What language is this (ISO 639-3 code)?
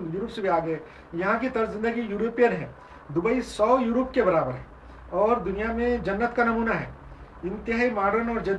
urd